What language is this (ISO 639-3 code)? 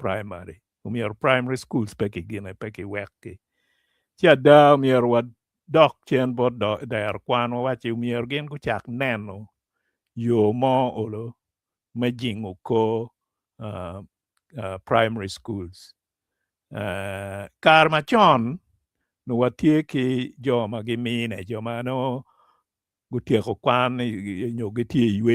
ach